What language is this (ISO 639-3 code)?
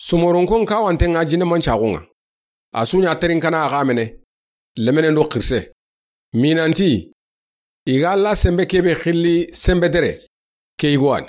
snk